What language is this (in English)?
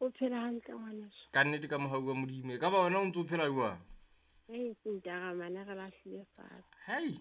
Southern Sotho